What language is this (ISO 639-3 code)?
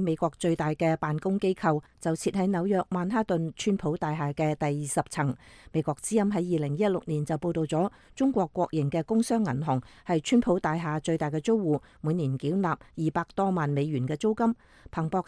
yue